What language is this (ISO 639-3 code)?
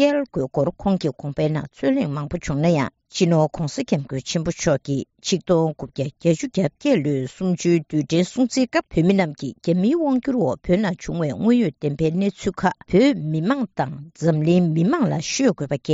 bod